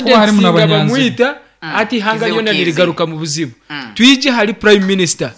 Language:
Nyankole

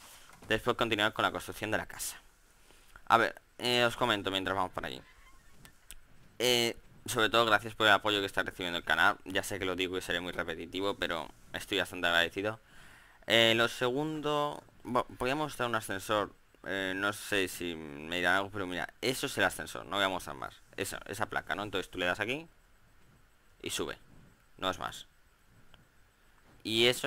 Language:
Spanish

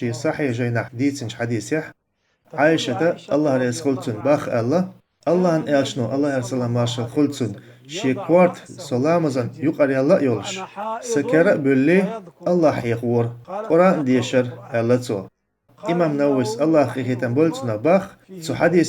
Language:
Chechen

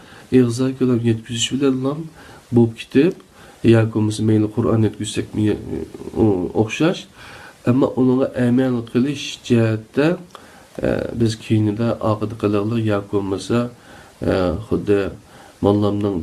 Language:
Uyghur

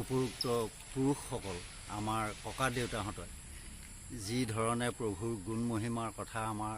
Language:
Assamese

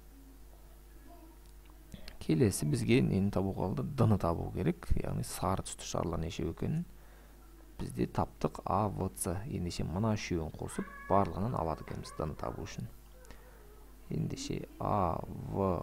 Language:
Kazakh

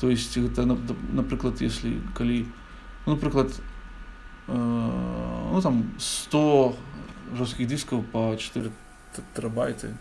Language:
Belarusian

